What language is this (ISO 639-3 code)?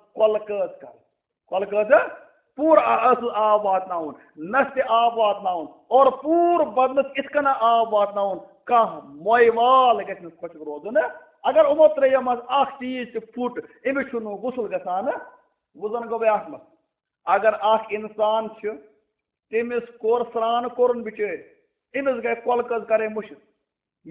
kas